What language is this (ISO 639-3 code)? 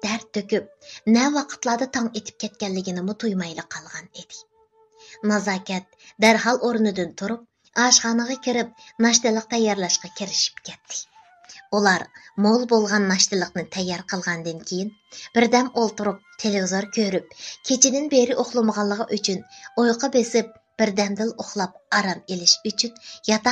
uig